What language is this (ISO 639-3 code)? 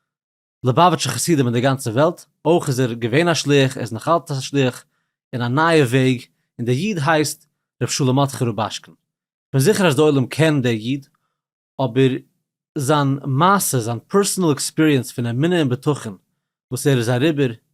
yid